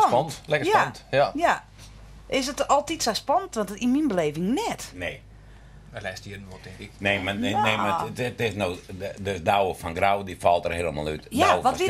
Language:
Western Frisian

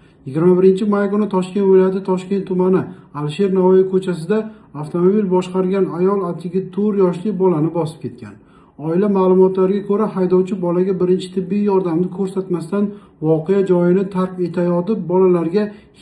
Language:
Uzbek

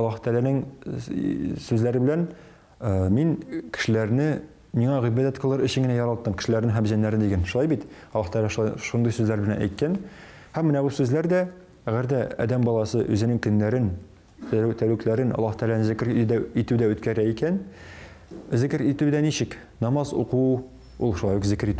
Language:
Tatar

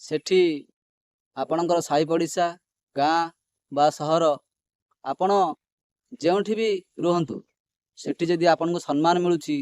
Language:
Odia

